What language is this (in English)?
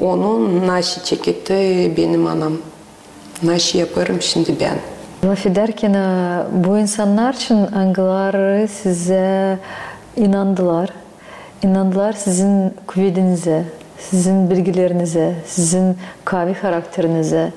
Gagauz